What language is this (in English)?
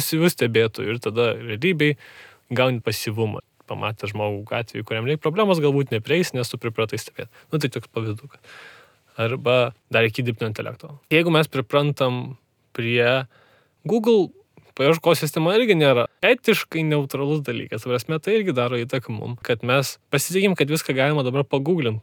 Lithuanian